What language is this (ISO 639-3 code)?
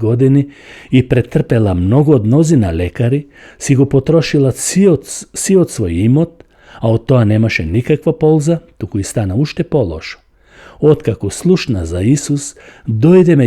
mkd